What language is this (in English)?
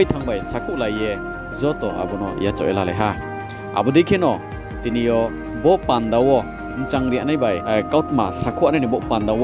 Riang (India)